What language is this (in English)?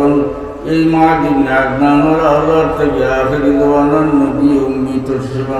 Sylheti